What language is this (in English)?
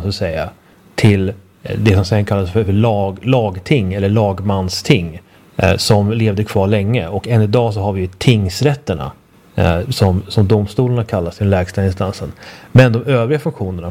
Swedish